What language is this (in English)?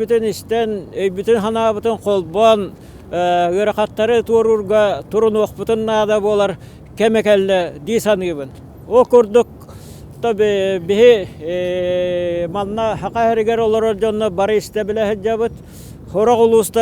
Yakut